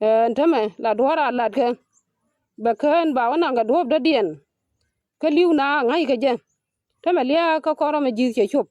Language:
Nuer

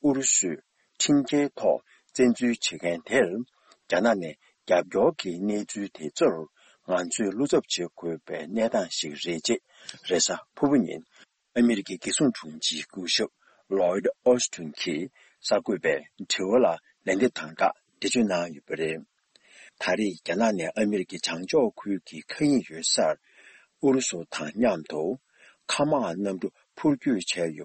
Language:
Tibetan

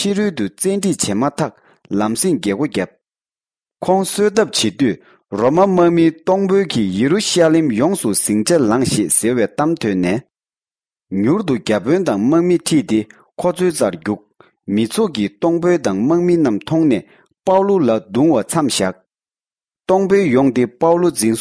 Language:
Tibetan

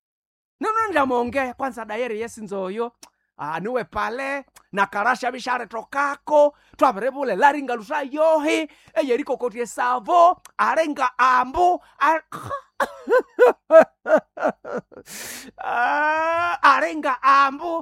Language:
Swahili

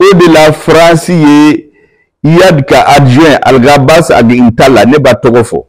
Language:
Bambara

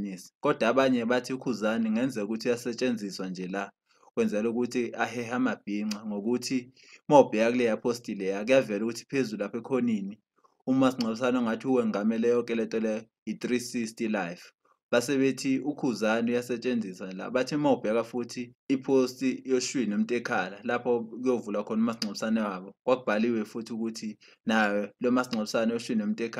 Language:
Zulu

